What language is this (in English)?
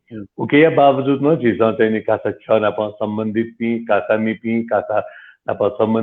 Newari